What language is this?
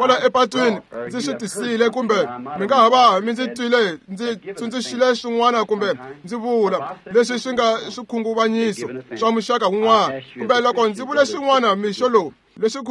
Tsonga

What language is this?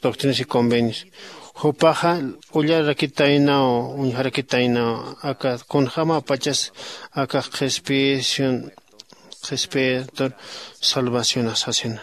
Aymara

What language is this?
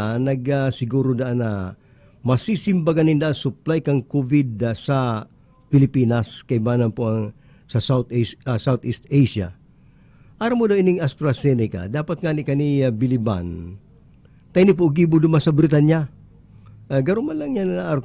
Bikol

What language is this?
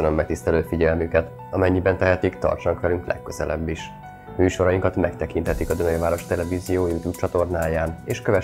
Hungarian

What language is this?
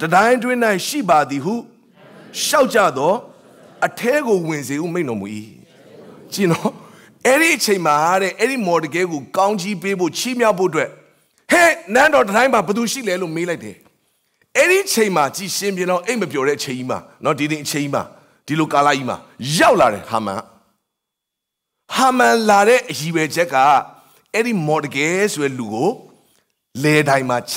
Burmese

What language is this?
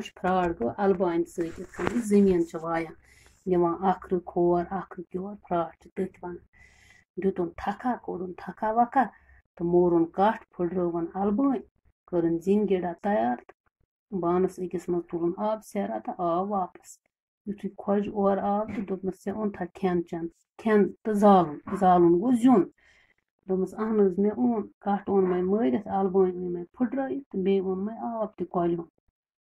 Kashmiri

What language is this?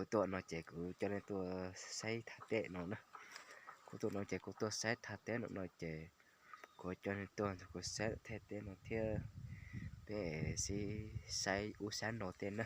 Hmong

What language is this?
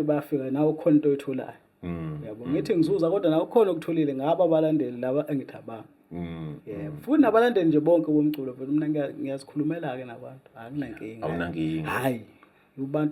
Zulu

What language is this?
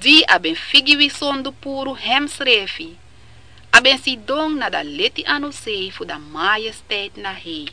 Sranan Tongo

